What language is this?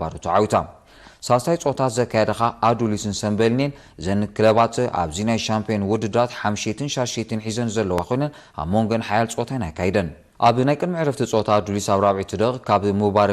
Tigrinya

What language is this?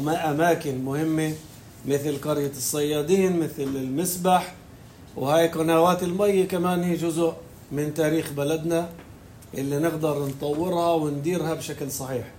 North Levantine Arabic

